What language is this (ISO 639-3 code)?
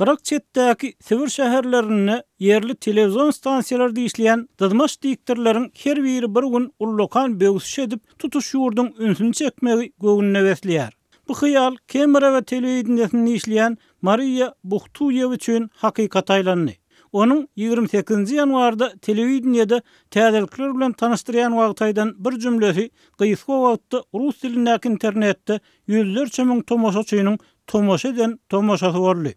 tuk